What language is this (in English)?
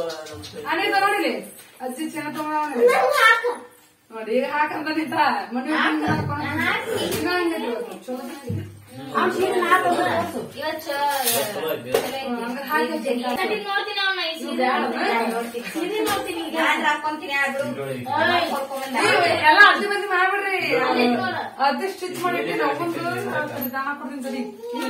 Kannada